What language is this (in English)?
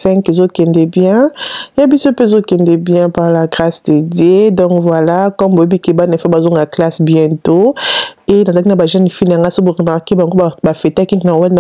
Lingala